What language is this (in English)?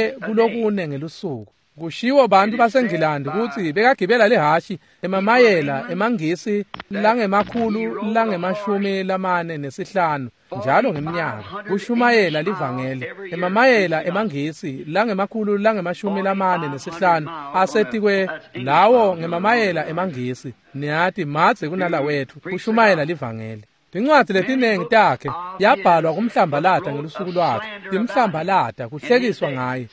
Swati